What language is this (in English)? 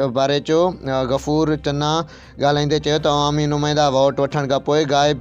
Sindhi